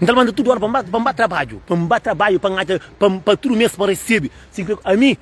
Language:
Kabuverdianu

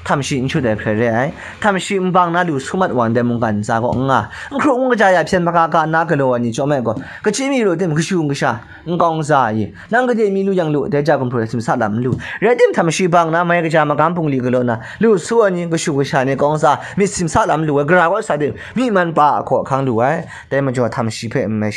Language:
Kachin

